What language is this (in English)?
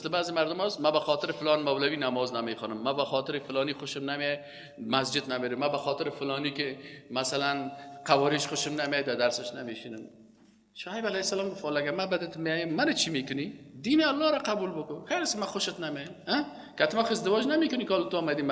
Persian